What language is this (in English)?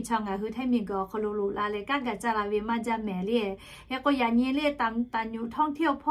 Lahu